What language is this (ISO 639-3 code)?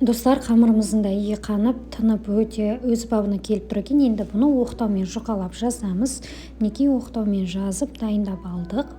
kaz